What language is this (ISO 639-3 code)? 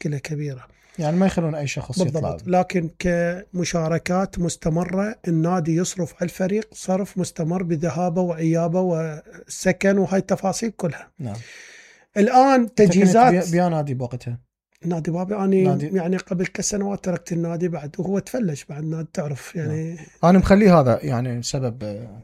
acm